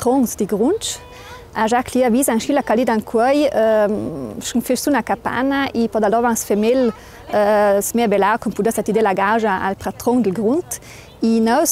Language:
Ladin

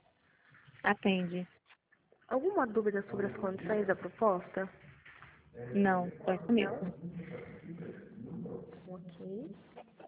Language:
Portuguese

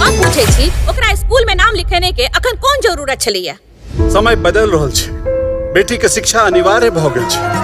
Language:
Maithili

